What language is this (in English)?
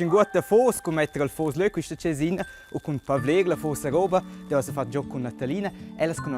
Romansh